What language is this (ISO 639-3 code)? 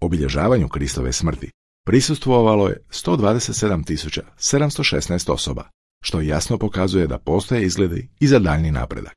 hrv